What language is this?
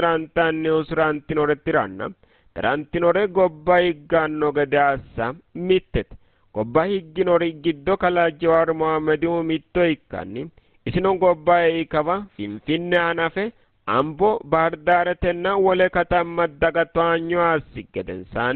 Sidamo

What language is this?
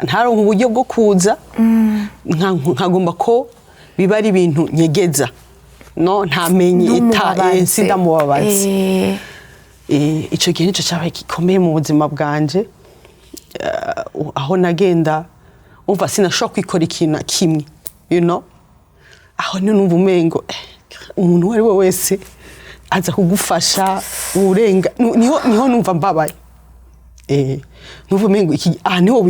Rundi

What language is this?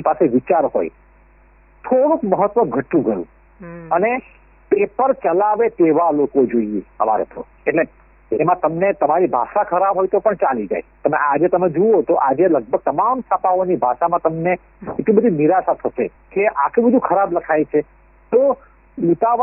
Gujarati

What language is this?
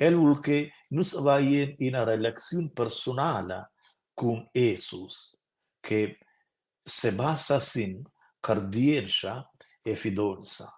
Romansh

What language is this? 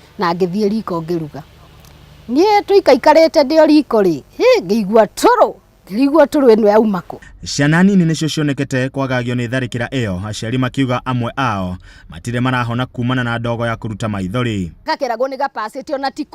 Kikuyu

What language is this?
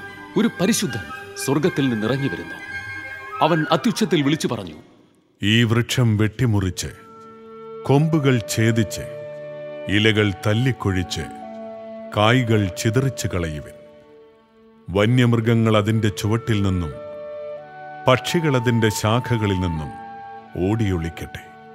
Malayalam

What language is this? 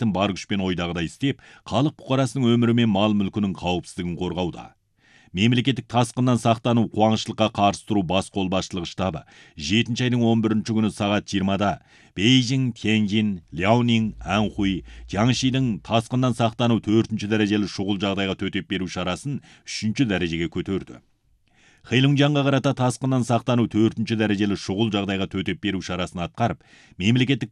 Kazakh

